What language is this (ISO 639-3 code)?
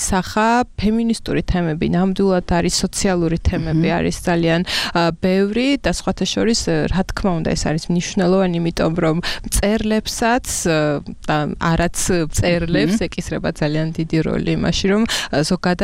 kat